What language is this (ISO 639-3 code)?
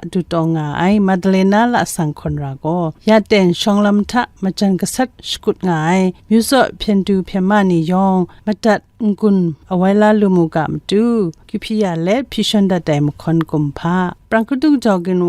kac